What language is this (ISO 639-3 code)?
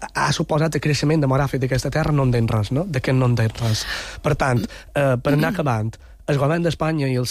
cat